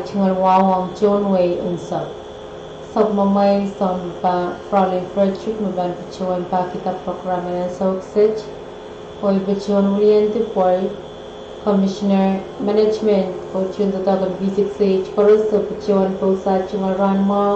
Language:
Pohnpeian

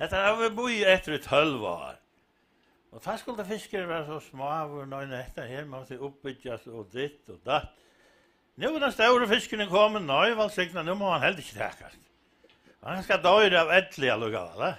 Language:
Faroese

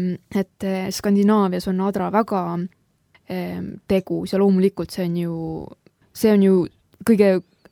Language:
Estonian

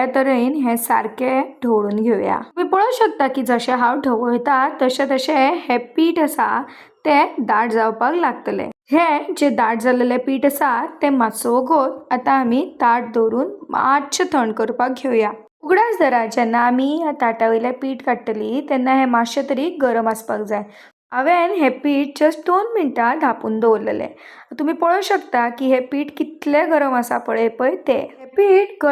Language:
Konkani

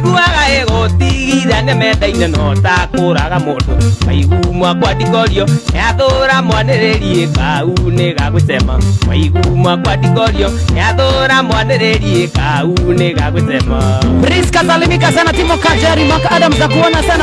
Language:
Kikuyu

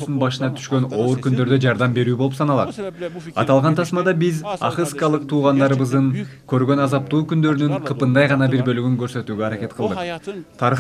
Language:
Kyrgyz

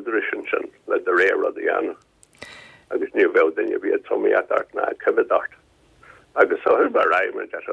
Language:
Irish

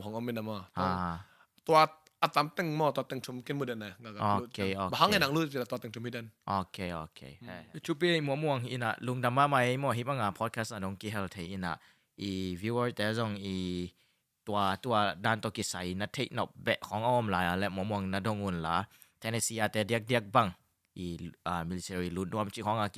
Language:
Tedim Chin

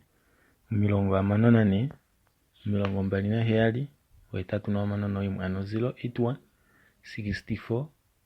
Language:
Kuanyama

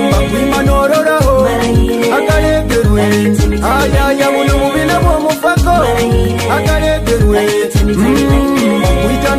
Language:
Nyoro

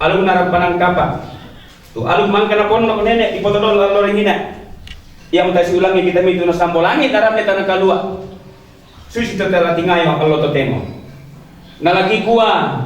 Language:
Toraja-Sa'dan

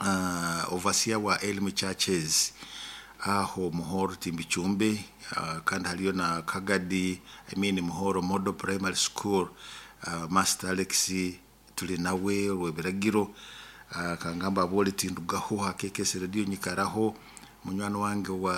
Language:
Nyoro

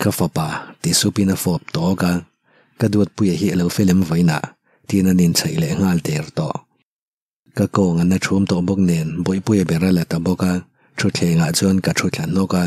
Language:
Mizo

